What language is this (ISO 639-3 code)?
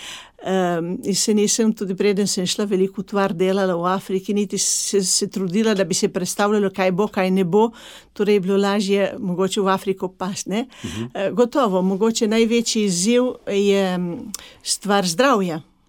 slv